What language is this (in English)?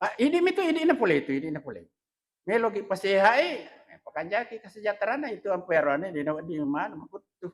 Buginese